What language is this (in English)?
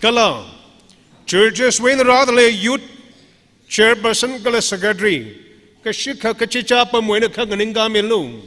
Tangkhul Naga (India)